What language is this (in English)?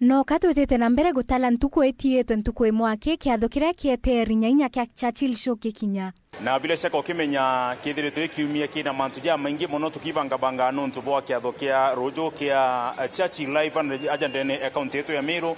Meru